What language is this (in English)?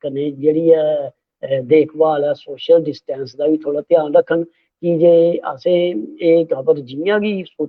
Dogri